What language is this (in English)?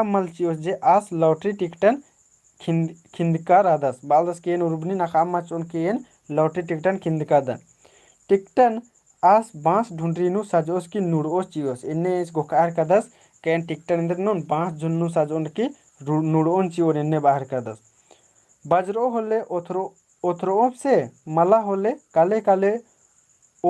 Kurukh